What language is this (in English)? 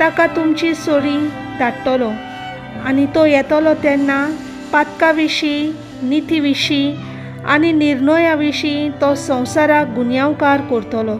Konkani